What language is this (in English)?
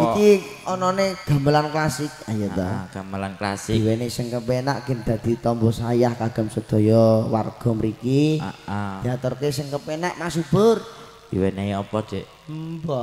Javanese